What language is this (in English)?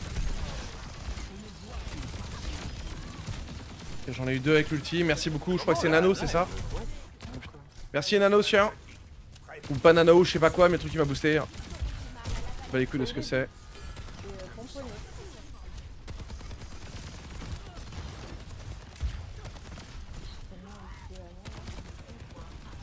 French